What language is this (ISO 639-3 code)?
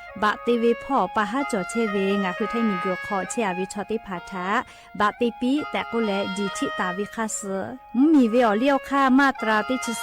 lhu